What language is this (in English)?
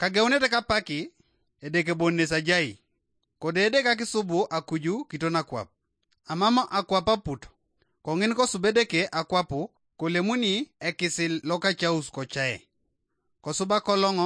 Teso